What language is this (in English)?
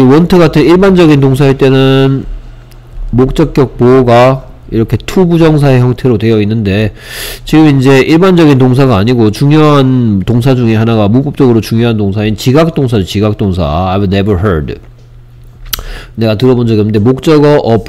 Korean